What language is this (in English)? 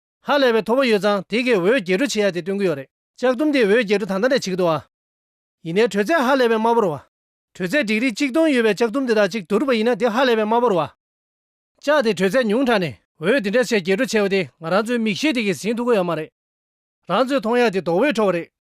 Tibetan